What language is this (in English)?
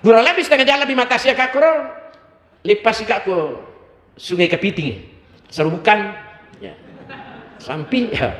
Buginese